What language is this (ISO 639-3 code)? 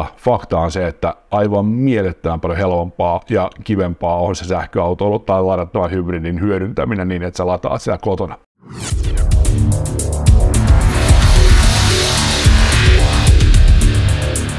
fin